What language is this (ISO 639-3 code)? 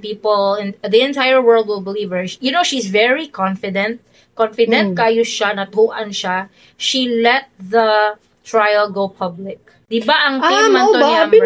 ceb